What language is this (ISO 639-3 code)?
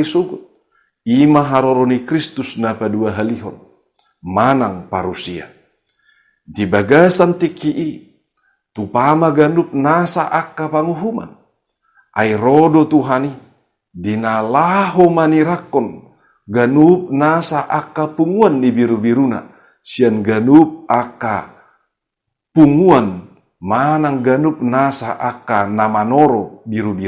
bbc